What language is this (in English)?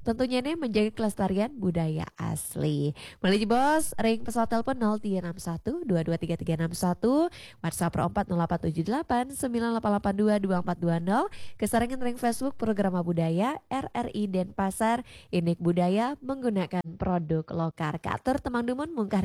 Balinese